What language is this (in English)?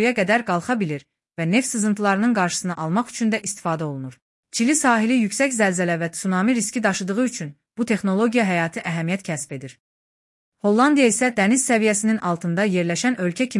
Azerbaijani